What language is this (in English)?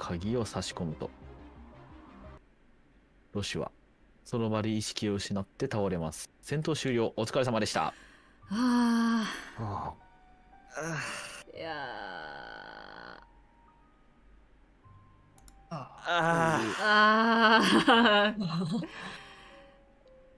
Japanese